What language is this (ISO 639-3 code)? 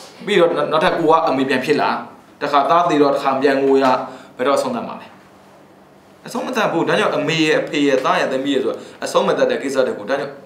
mya